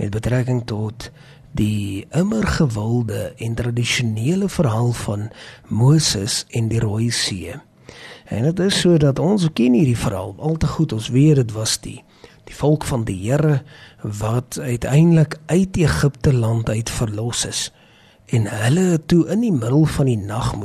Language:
Afrikaans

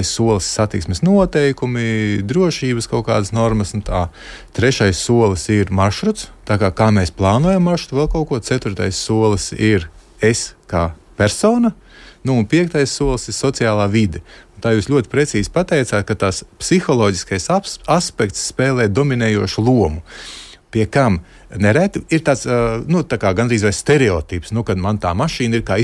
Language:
Latvian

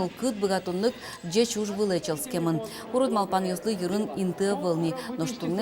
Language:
Udmurt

